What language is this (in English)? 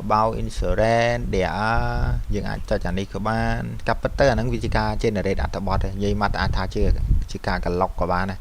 Khmer